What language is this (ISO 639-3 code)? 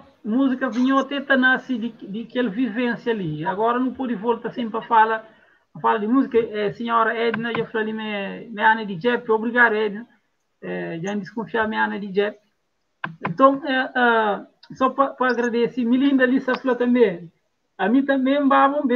kea